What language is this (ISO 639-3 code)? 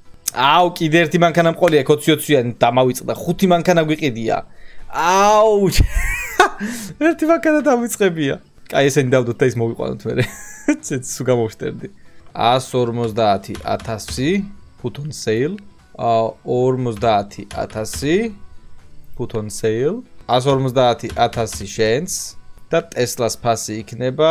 kat